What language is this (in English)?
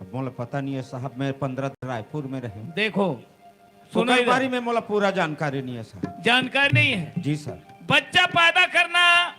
Chhattisgarhi